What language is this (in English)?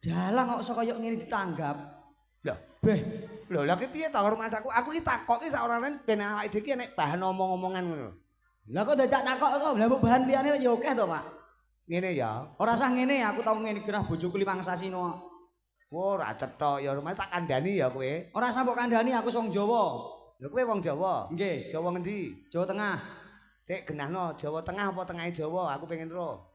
Javanese